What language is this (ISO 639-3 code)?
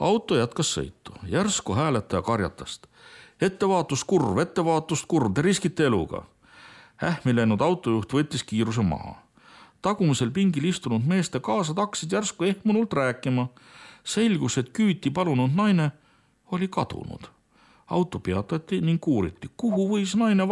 est